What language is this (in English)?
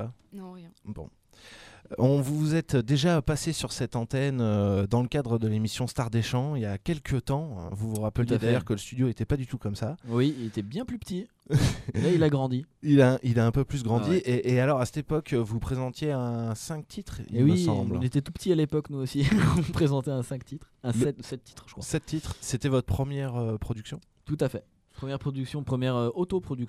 French